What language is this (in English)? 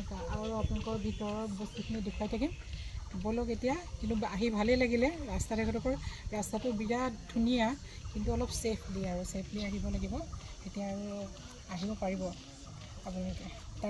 Assamese